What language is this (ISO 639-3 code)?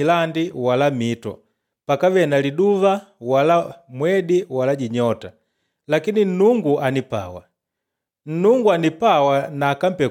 kde